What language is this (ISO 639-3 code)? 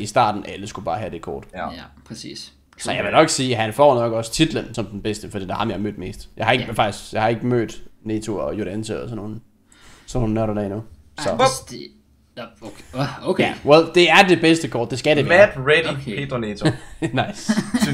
dan